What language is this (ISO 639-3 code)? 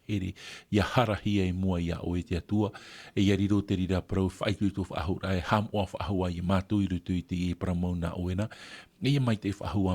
tah